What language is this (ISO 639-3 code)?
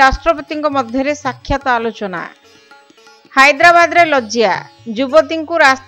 ori